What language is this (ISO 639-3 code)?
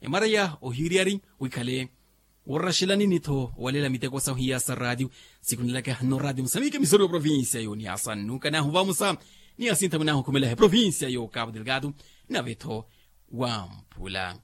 vmw